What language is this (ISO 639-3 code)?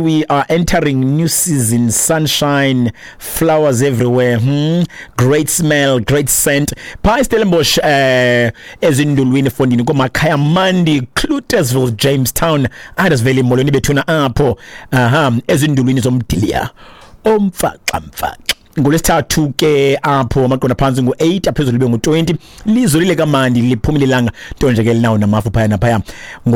xho